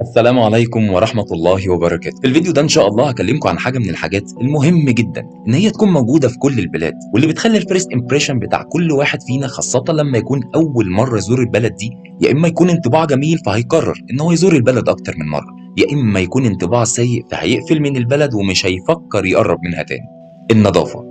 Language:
Egyptian Arabic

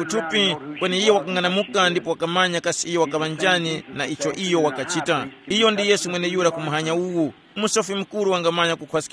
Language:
Tumbuka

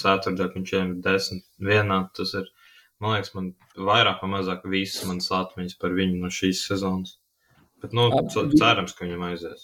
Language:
Latvian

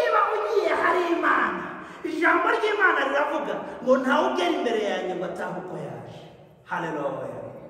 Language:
Kinyarwanda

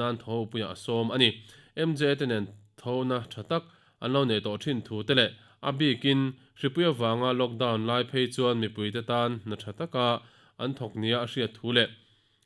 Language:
Mizo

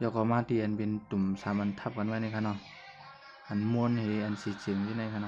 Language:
Shan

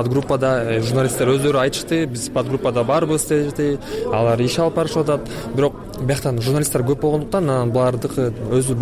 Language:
Kyrgyz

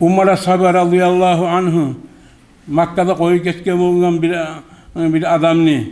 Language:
Kumyk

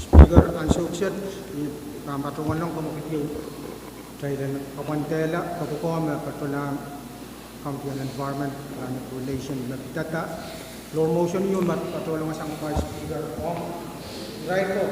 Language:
Pohnpeian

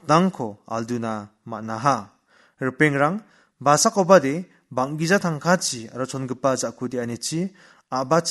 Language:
Garo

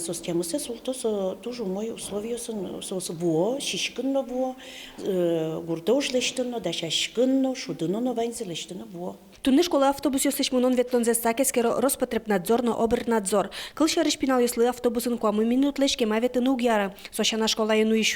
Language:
Udmurt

